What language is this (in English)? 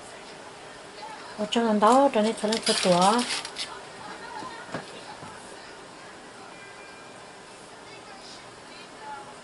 Vietnamese